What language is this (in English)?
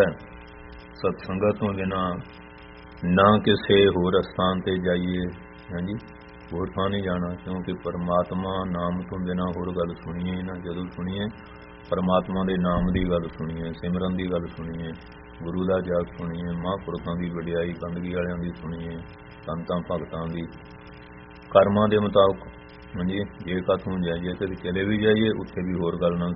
Punjabi